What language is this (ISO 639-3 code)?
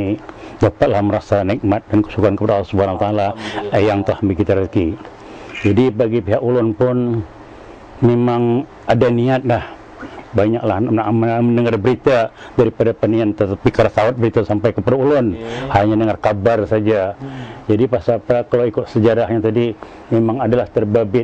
bjn